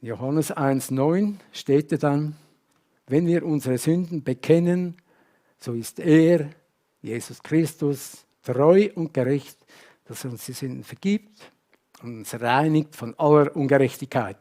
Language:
Swiss German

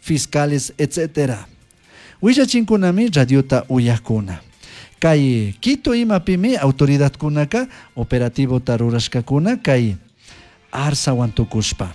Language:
Chimborazo Highland Quichua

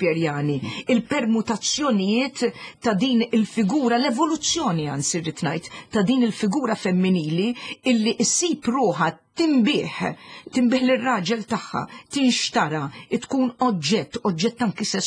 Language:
Maltese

